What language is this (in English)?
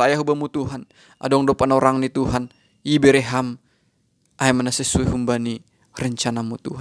Batak Simalungun